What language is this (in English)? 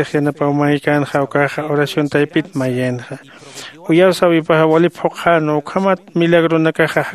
Aymara